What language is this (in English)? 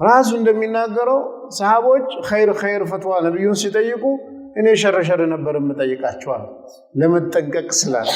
Amharic